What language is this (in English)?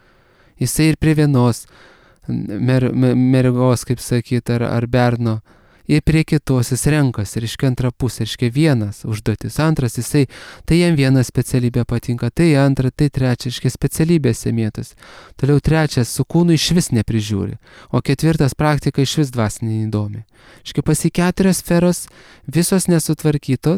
Lithuanian